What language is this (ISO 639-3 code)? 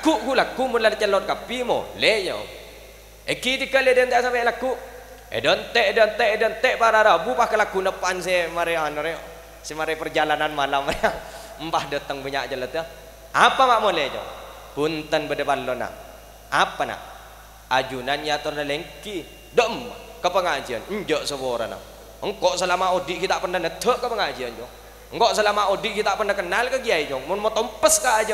mad